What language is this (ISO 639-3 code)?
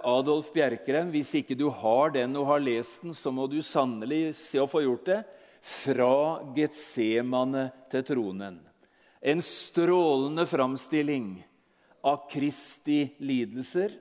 nor